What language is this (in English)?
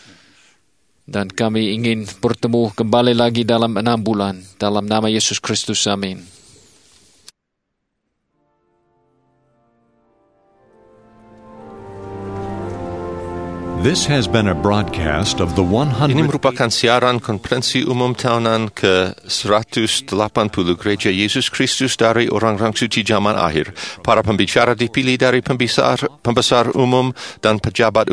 Indonesian